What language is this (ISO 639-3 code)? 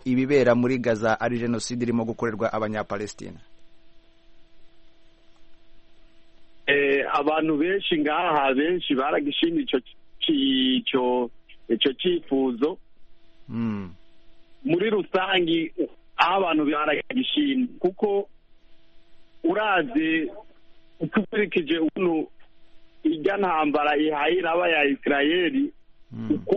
kin